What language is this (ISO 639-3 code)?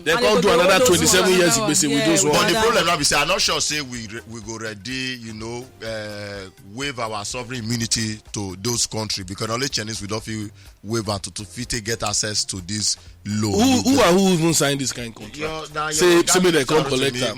pcm